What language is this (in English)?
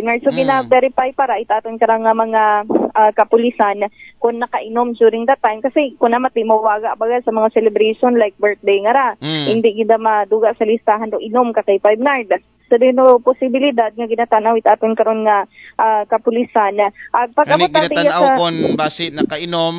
Aklanon